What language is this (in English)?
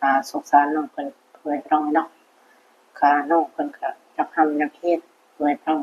Lao